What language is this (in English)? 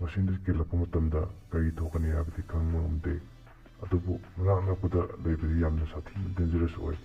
Manipuri